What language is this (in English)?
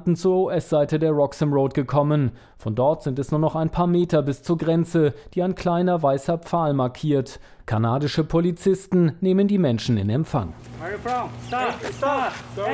German